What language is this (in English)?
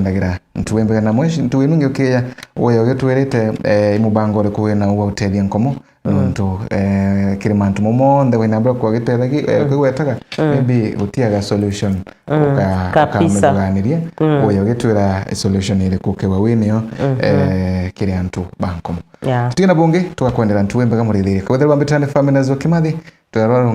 Meru